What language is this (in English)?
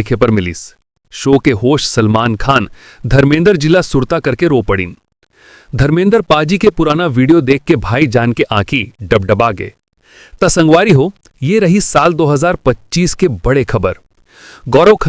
Chhattisgarhi